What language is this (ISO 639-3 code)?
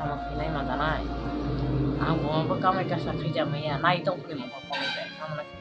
trp